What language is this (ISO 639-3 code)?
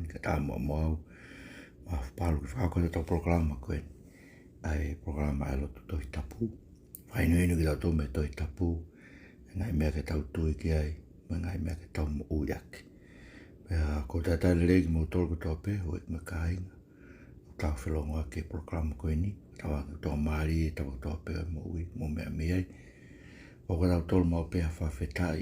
ton